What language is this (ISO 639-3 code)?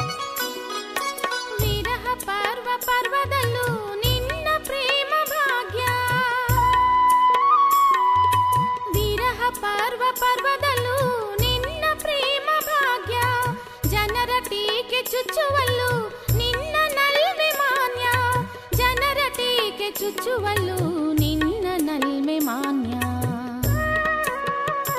kan